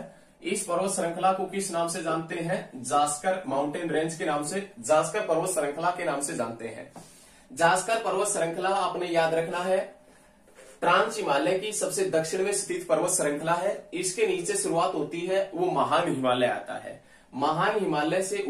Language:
Hindi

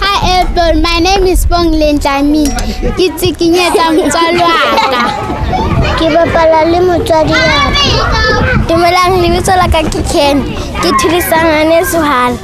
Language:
Southern Sotho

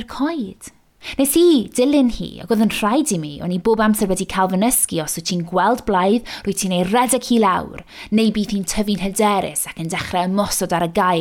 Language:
Welsh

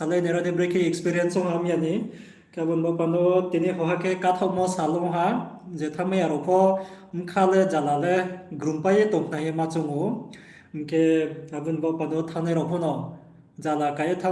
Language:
Riang (India)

